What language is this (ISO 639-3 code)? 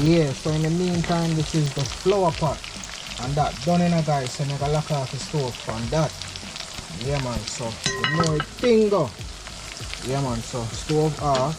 jam